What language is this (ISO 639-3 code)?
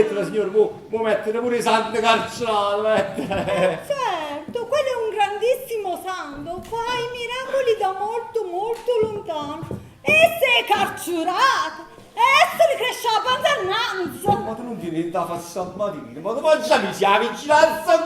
nap